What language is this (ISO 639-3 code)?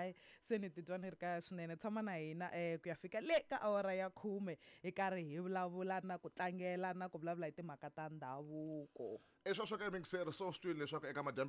tso